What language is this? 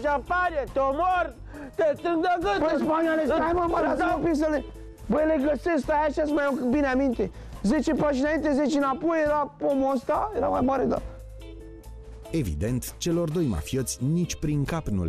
Romanian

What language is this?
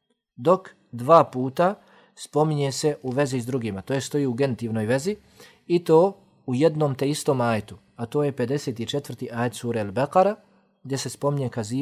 Bosnian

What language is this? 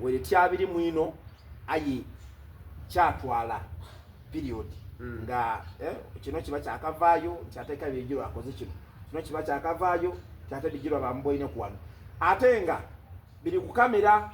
Soga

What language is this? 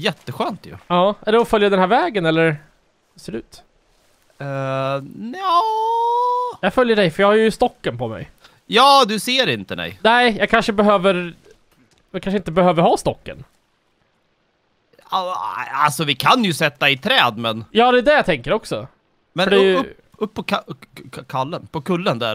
Swedish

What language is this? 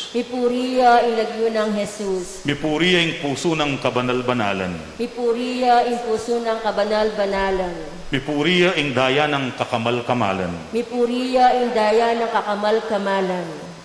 Pampanga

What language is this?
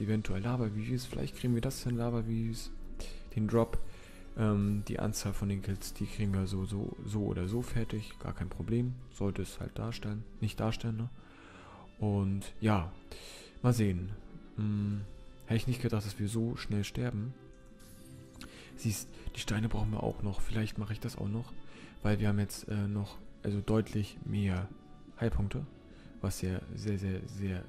German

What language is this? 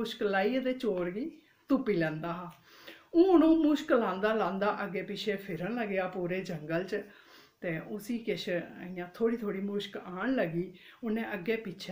Dogri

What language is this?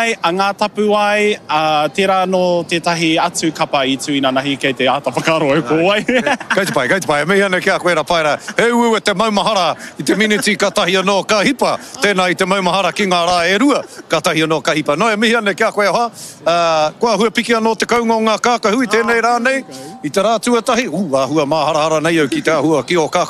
Māori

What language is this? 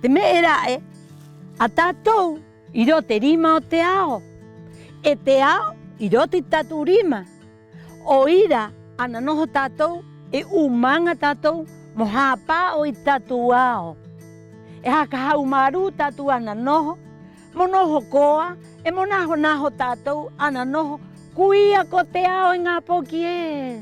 Rapanui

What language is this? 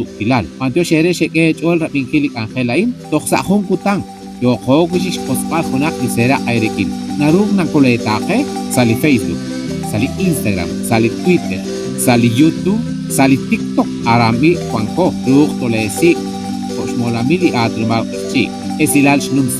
Kekchí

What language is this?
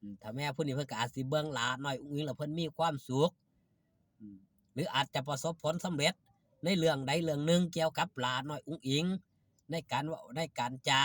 Northeastern Thai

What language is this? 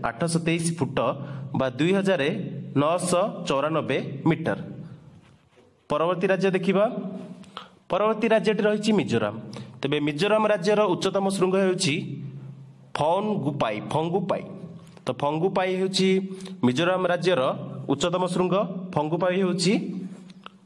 Odia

